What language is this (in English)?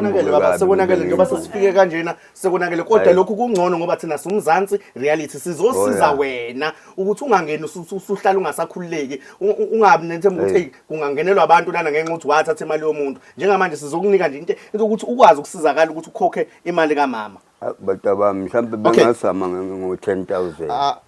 Zulu